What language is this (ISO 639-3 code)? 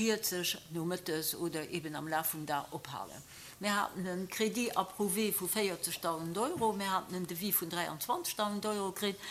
ltz